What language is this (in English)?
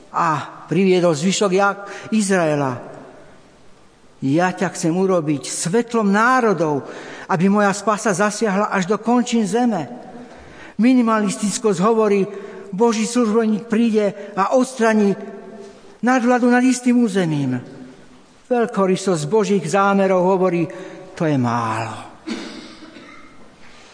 Slovak